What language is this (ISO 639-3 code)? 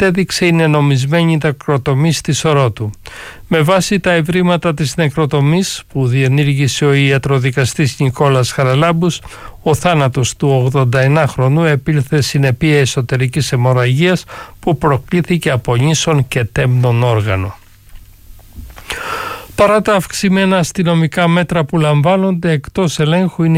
ell